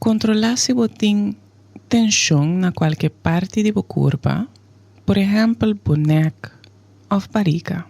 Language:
Papiamento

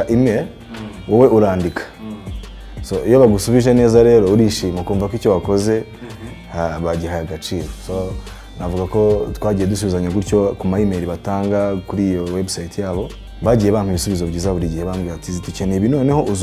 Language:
Kinyarwanda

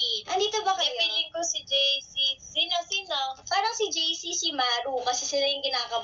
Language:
Filipino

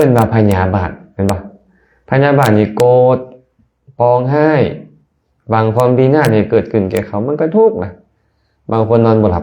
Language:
Lao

